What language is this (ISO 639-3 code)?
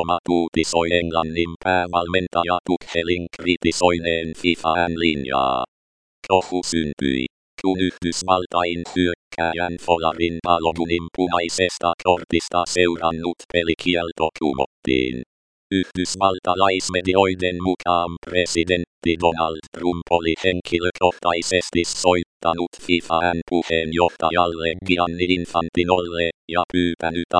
fin